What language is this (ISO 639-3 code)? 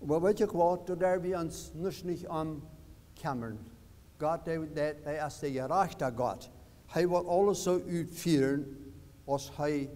pdt